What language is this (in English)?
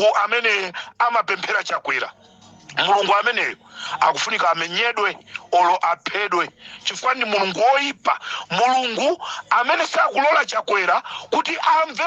Nyanja